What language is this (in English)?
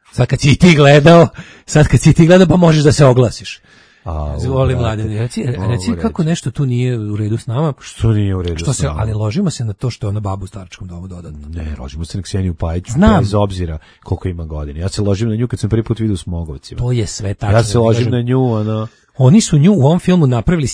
Serbian